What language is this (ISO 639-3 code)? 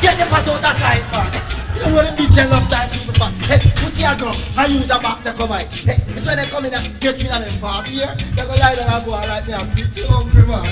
jam